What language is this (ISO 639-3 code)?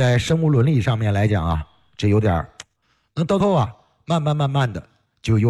zho